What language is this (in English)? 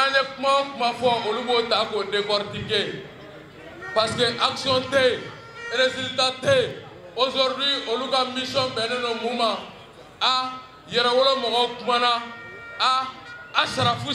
Bambara